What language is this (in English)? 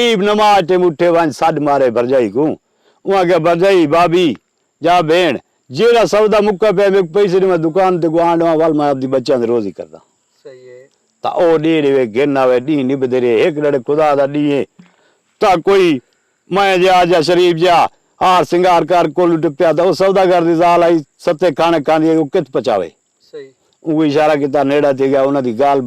Saraiki